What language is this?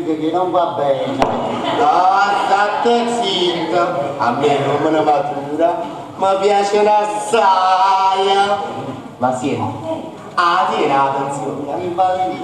Neapolitan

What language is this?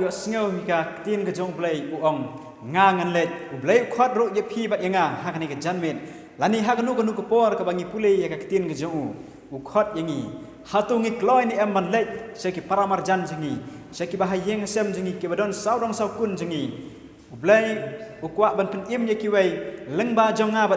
Khasi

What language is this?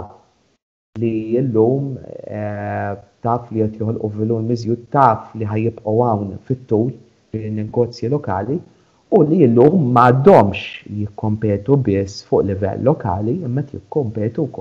Maltese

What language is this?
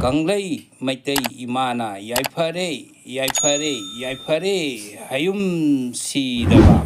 Manipuri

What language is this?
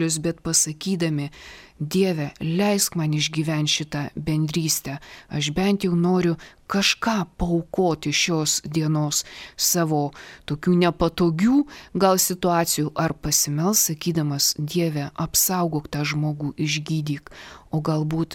Lithuanian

